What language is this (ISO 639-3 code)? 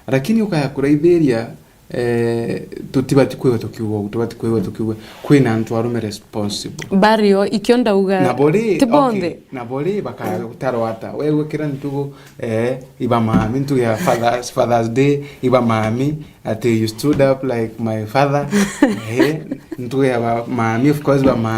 mer